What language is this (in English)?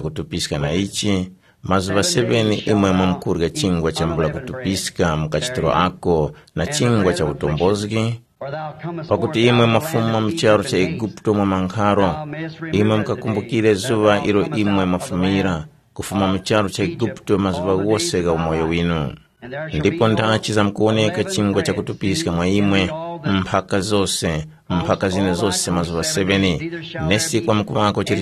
Tumbuka